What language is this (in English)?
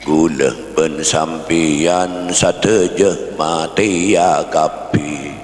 Madurese